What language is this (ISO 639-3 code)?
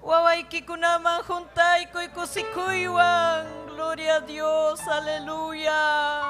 quy